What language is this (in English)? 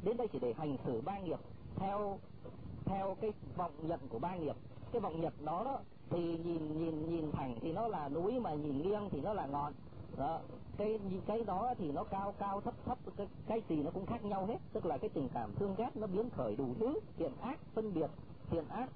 Vietnamese